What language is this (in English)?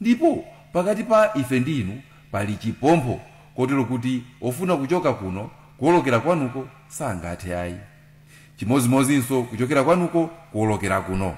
Nyanja